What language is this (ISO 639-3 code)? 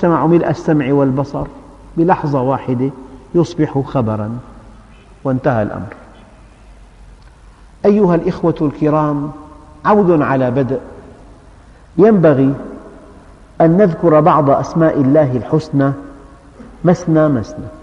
ara